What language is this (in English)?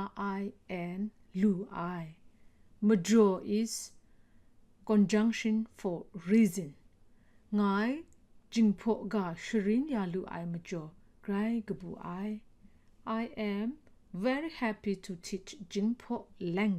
Kachin